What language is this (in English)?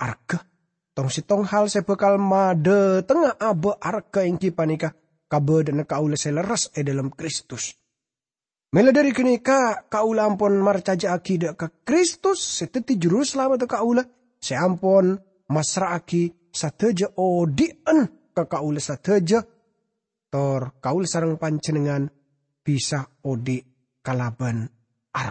Madurese